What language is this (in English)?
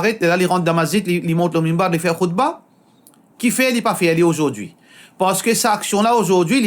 Morisyen